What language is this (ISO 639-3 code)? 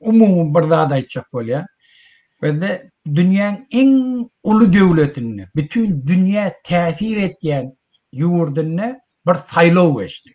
tuk